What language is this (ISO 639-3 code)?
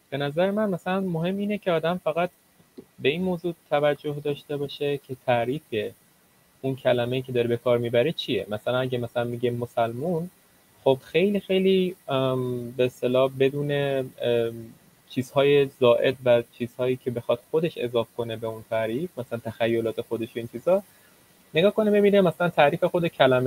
fas